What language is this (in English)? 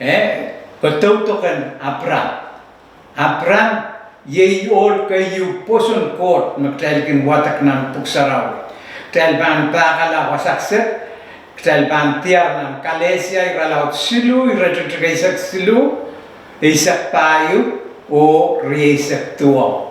Pohnpeian